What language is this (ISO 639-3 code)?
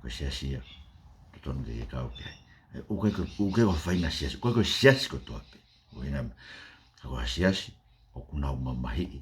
ton